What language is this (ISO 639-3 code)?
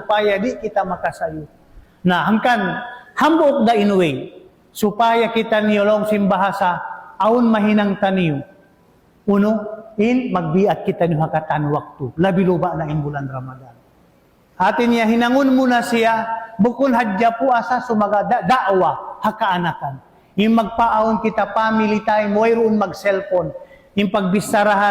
tsg